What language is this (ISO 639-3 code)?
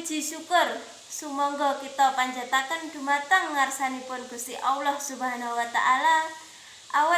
jav